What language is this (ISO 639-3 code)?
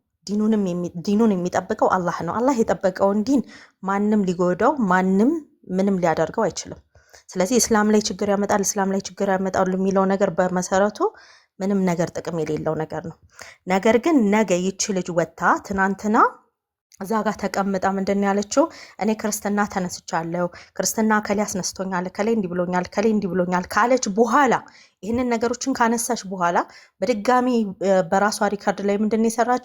amh